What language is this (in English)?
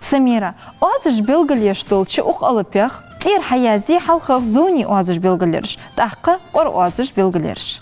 Ingush